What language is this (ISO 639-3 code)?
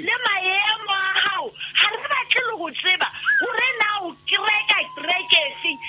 sot